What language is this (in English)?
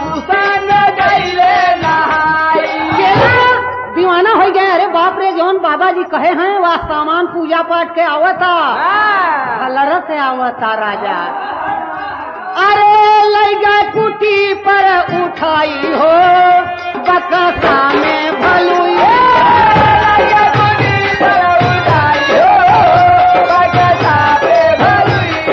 Bhojpuri